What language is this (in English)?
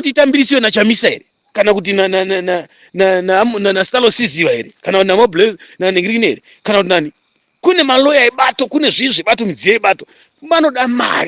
Shona